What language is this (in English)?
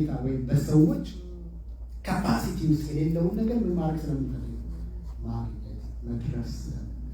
Amharic